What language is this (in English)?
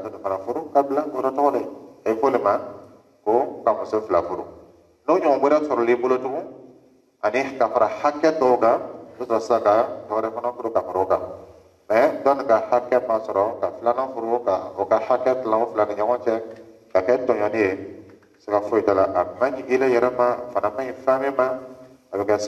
Dyula